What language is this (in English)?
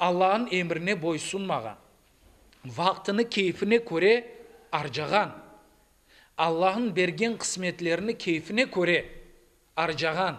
Crimean Tatar